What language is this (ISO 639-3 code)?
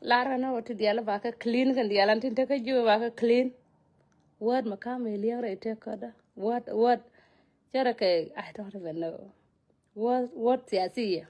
nus